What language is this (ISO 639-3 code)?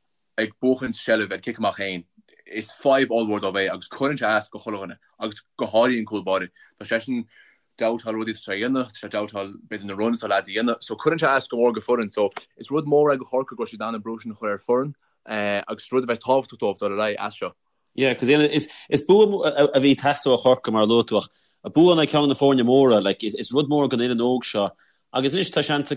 gle